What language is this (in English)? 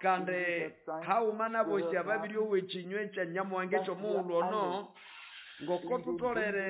Nande